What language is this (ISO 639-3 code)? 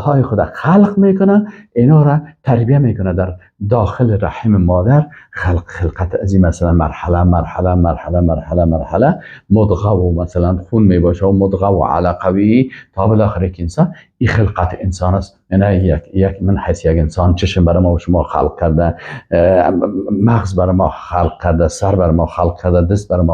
fas